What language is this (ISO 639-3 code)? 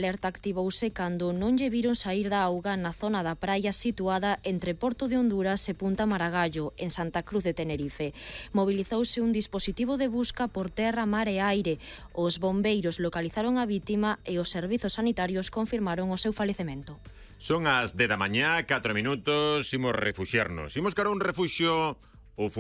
glg